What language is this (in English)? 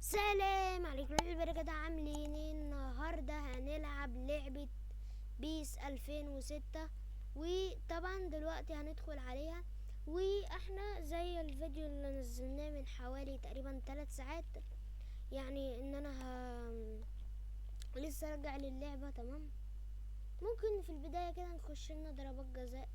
Egyptian Arabic